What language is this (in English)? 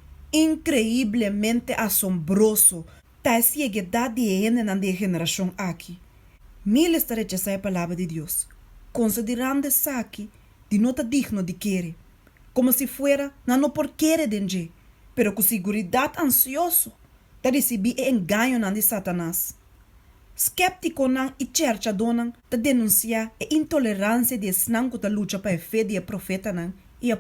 Papiamento